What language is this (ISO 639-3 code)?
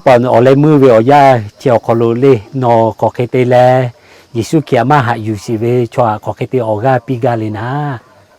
lhu